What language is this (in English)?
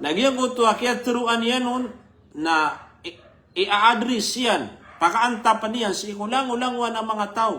Maranao